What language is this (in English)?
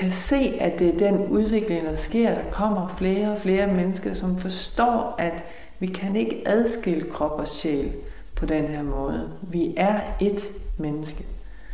Danish